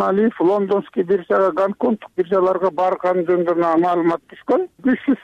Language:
Kyrgyz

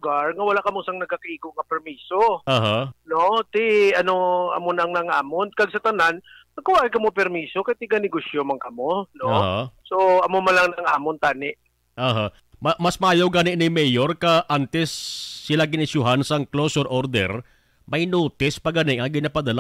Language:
Hiligaynon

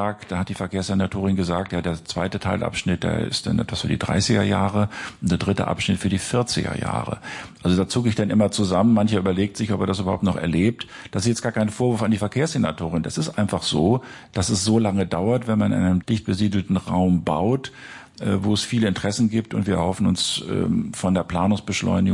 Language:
German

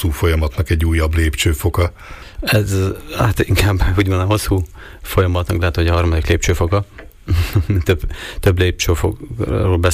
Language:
Hungarian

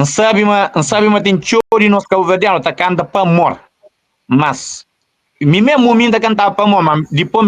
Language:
Kabuverdianu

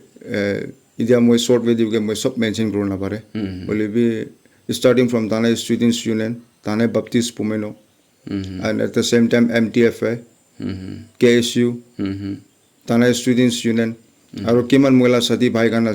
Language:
Naga Pidgin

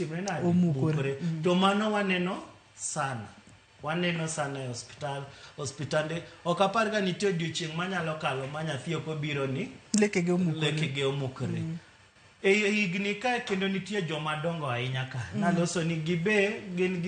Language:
Luo (Kenya and Tanzania)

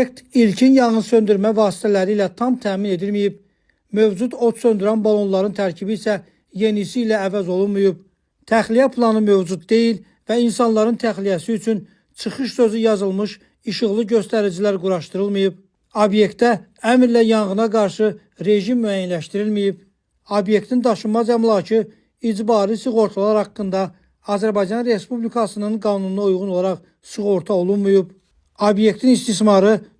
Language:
Azerbaijani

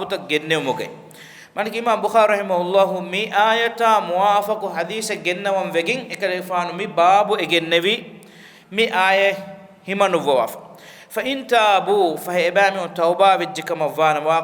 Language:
Divehi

